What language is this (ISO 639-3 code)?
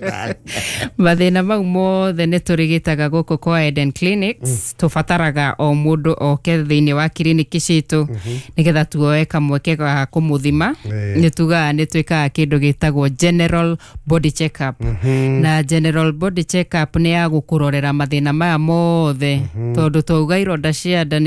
kik